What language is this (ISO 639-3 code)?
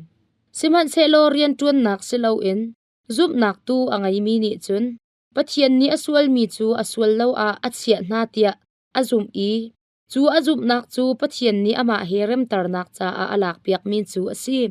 cnh